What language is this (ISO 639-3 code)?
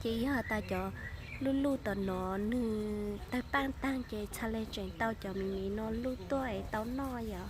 hmn